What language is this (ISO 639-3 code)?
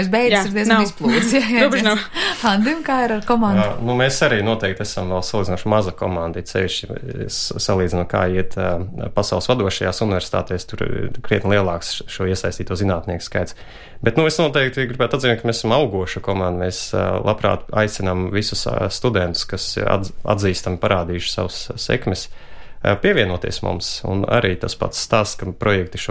lav